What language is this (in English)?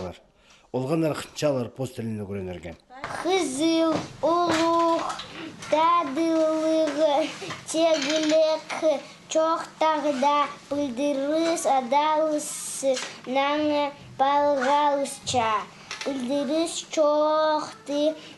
Khakas